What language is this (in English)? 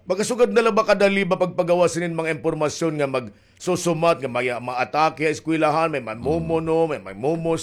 Waray